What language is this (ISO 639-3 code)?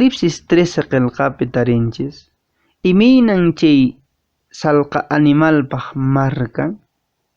que